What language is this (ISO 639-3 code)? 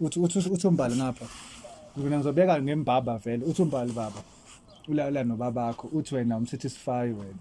zul